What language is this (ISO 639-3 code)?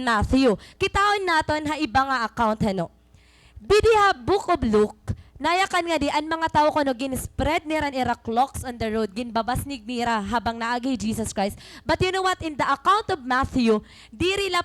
war